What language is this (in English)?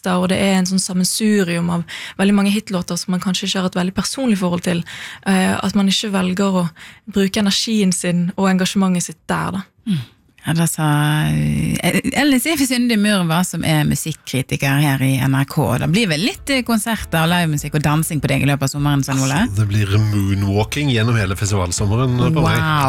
Norwegian